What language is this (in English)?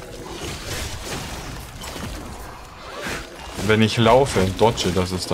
German